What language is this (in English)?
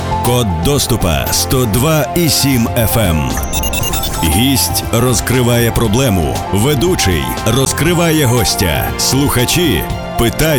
Ukrainian